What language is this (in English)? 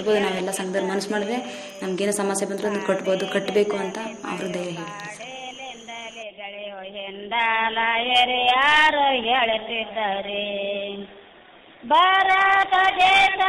Kannada